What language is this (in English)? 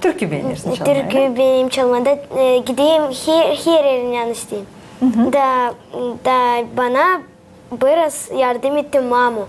Gagauz